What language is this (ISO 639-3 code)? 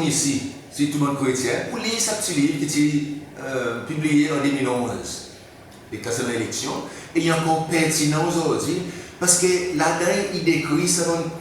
crs